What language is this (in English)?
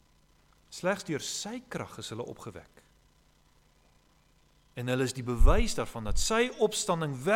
Afrikaans